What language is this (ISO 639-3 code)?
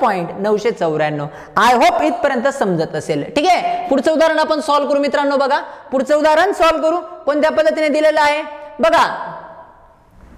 mar